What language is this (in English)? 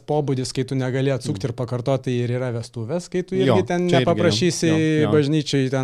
Lithuanian